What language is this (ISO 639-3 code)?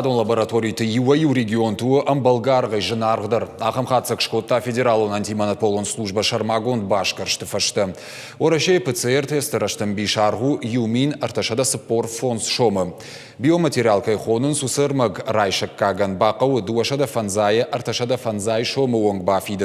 oss